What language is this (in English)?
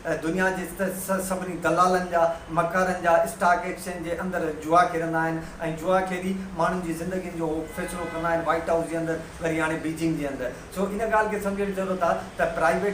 Sindhi